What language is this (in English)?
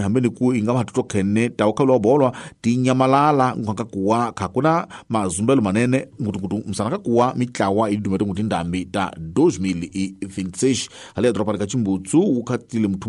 Tsonga